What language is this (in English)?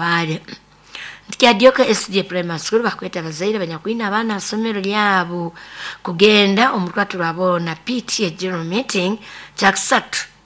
Nyoro